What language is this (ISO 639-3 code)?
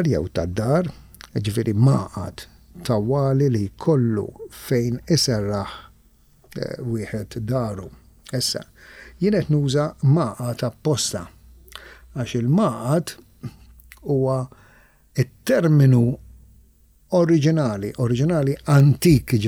mlt